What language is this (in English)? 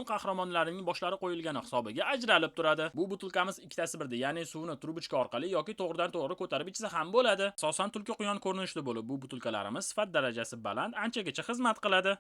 Uzbek